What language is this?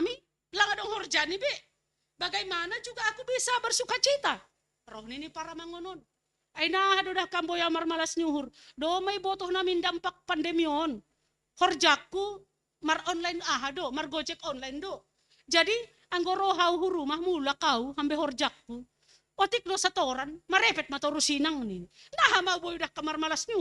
Batak Simalungun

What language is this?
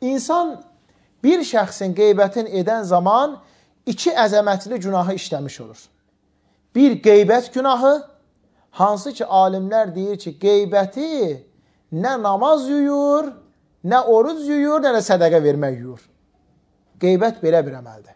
Azerbaijani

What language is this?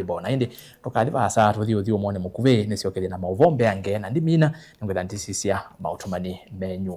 Kamba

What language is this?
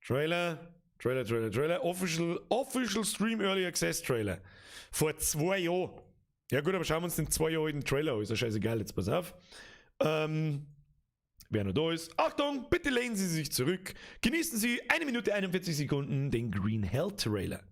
Bavarian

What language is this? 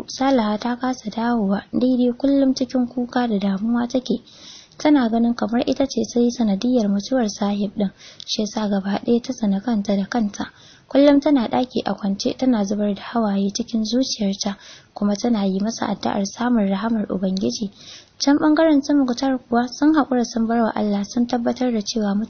Hausa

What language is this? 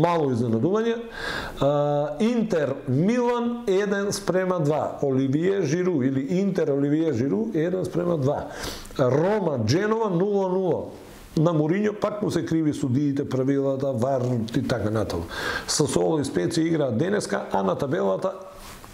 Macedonian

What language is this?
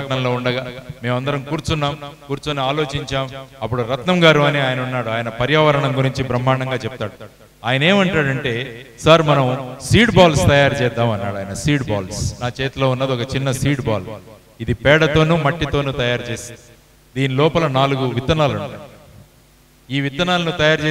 Telugu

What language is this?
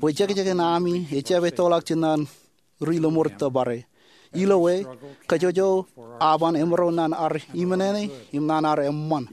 Marshallese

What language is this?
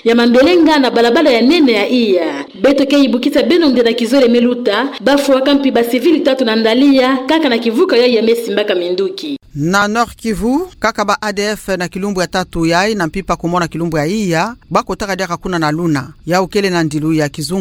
Kituba (Democratic Republic of Congo)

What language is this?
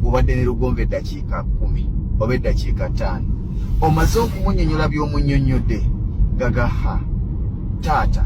Ganda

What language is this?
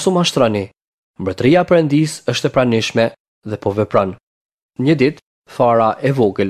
Albanian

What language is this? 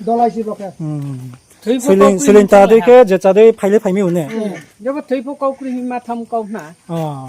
Riang (India)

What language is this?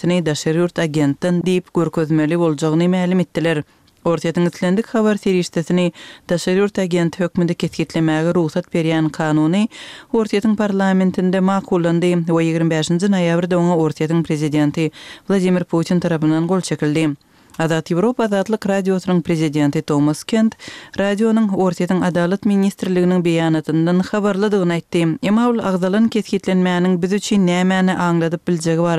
Kyrgyz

